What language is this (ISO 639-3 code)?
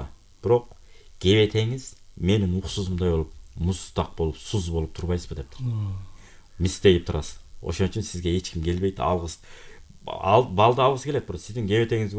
kir